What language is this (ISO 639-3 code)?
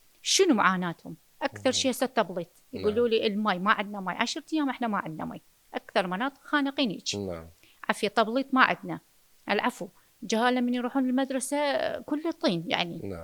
acm